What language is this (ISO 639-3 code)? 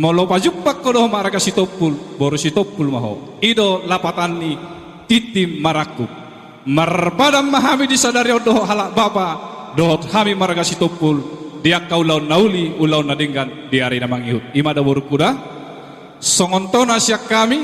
bbc